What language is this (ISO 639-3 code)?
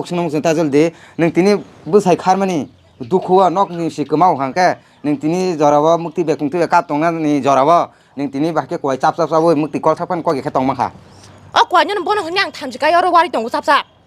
trp